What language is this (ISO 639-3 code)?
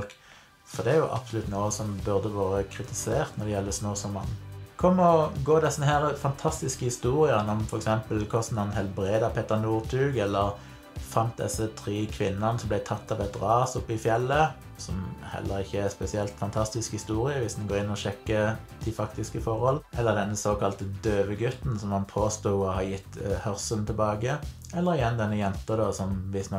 nor